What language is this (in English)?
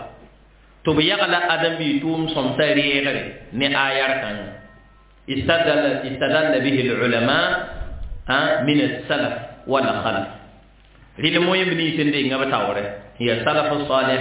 Mossi